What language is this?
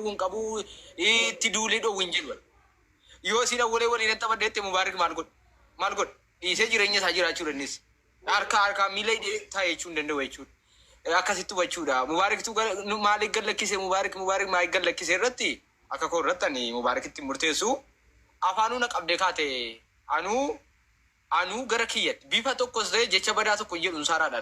Oromo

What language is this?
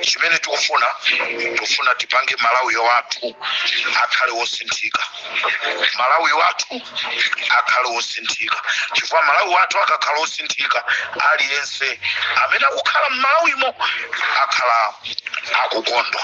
Nyanja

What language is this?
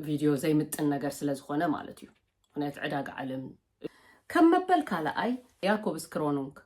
Tigrinya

